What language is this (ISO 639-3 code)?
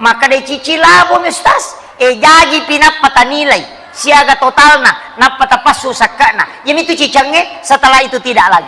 bug